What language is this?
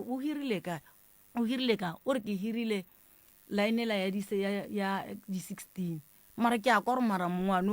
Northern Sotho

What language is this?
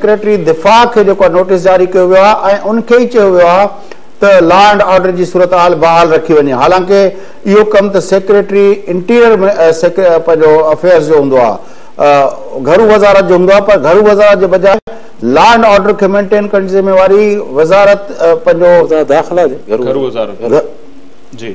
Sindhi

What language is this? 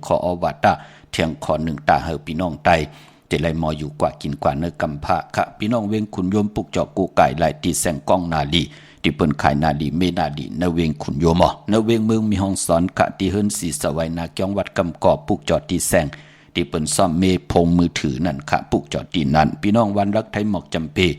Shan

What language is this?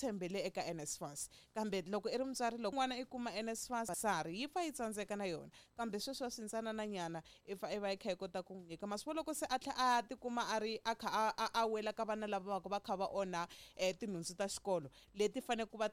Tsonga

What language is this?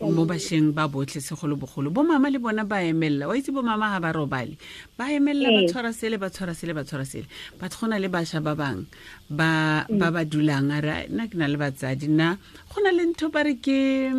Tswana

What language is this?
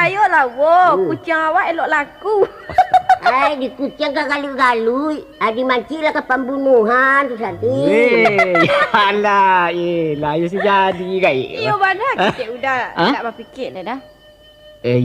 Minangkabau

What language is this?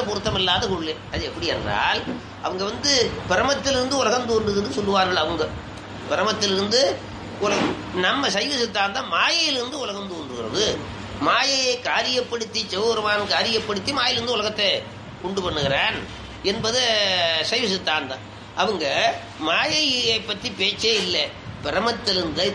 Tamil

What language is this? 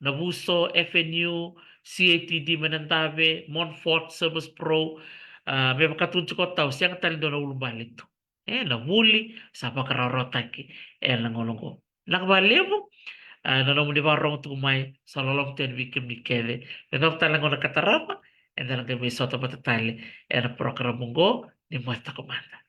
Fijian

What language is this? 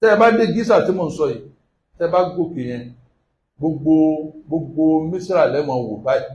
Yoruba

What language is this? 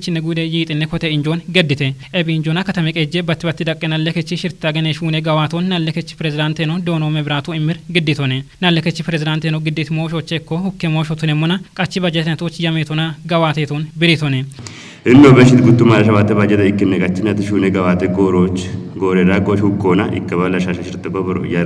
Kafa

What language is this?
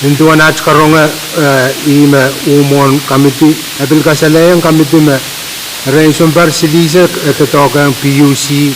Pohnpeian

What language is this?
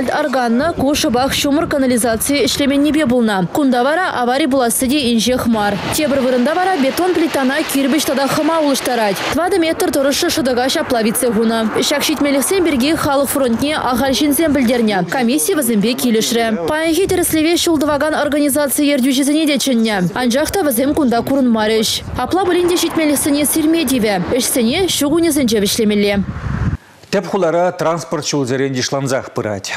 Chuvash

